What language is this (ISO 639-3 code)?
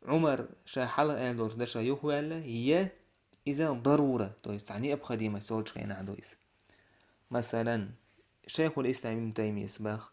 che